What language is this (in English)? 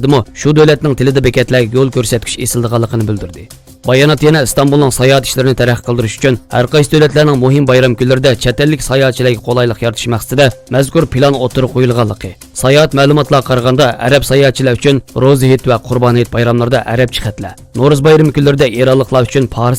Uyghur